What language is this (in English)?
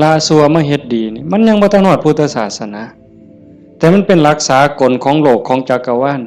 Northeastern Thai